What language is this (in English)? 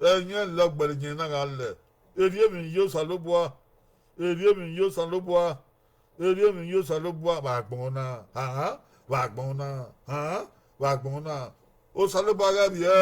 Bini